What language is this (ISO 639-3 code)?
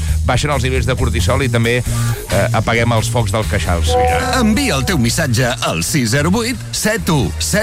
cat